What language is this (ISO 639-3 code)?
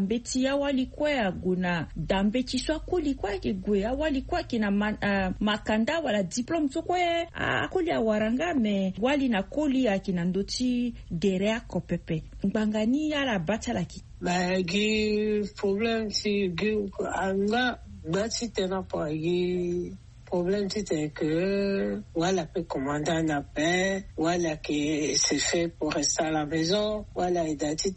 sag